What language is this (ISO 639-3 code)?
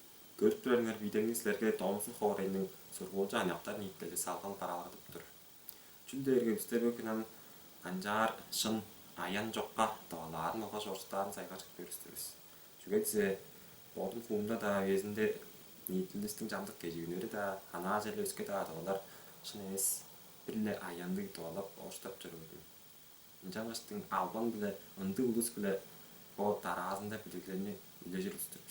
tyv